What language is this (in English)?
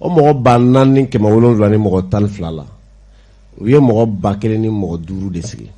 Bambara